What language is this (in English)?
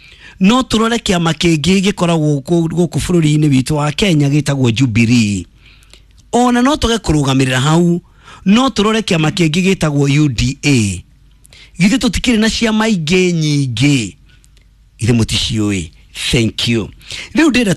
Kikuyu